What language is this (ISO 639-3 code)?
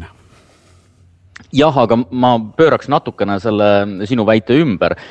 est